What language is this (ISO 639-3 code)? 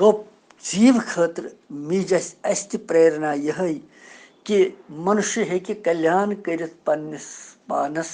kas